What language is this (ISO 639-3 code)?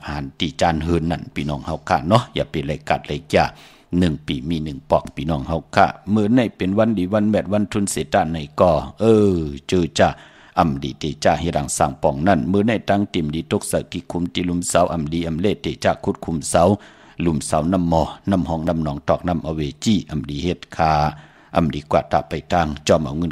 shn